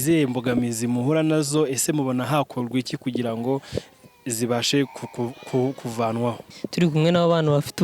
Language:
Kinyarwanda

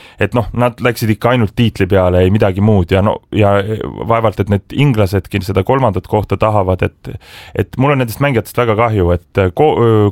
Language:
Estonian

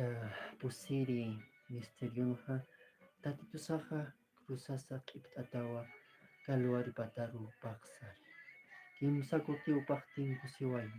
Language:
Aymara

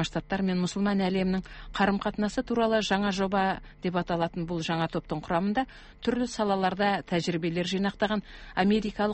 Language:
Kazakh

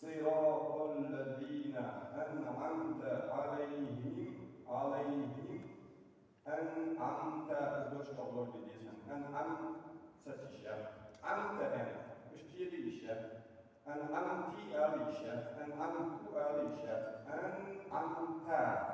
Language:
Ingush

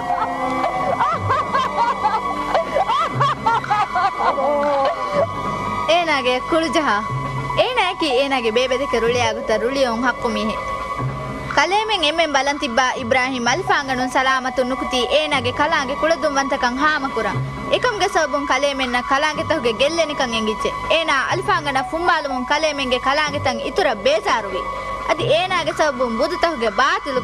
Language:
Divehi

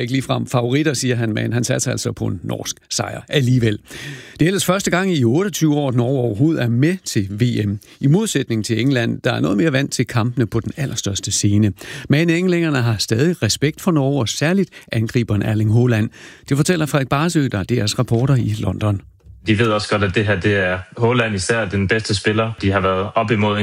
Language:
Danish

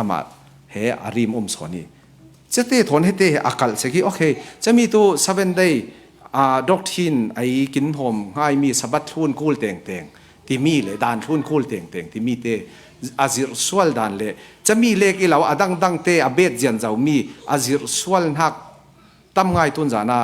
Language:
Falam Chin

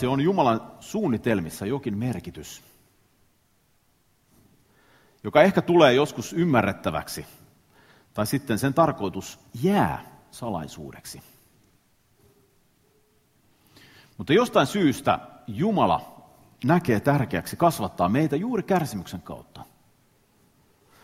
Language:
Finnish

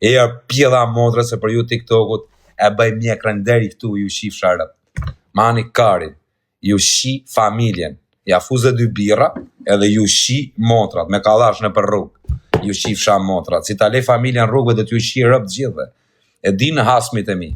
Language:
Albanian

